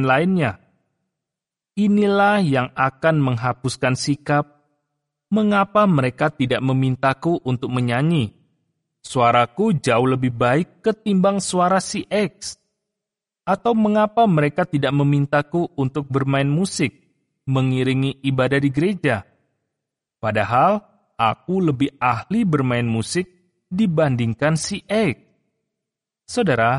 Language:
Indonesian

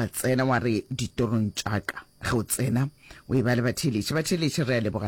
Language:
Northern Sotho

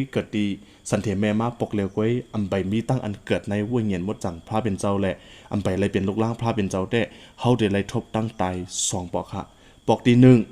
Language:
Shan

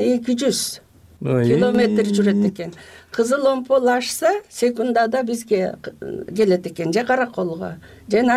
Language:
Kyrgyz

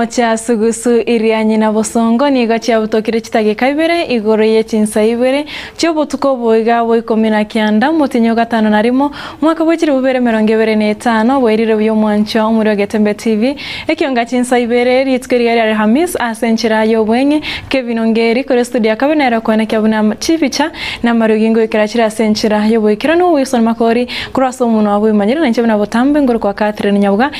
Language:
Gusii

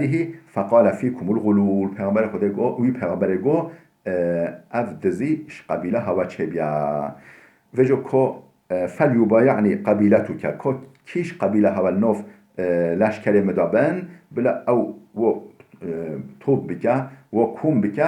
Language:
Kurdish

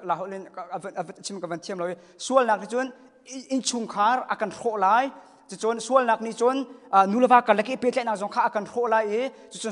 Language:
Hakha Chin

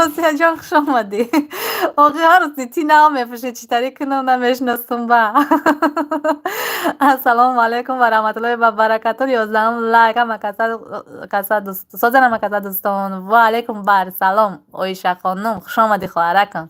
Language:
Tajik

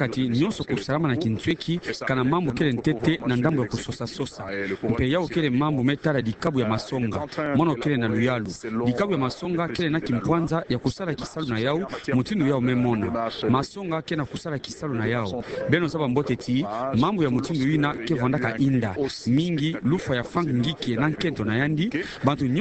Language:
Kituba (Democratic Republic of Congo)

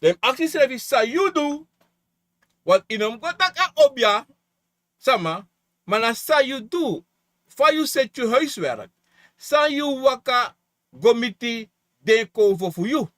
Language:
Sranan Tongo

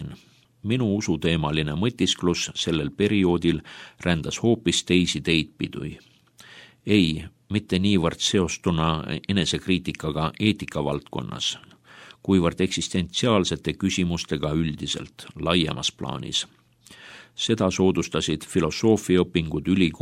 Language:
Estonian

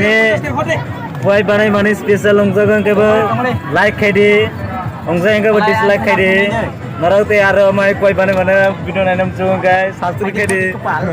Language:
Kok Borok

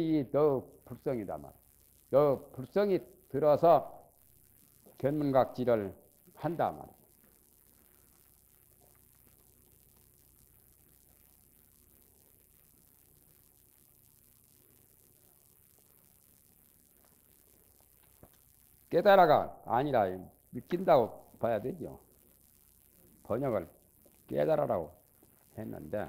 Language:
Korean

